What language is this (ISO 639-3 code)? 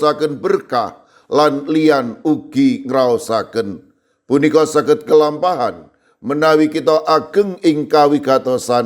jav